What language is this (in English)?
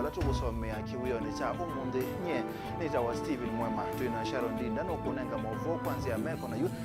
Kamba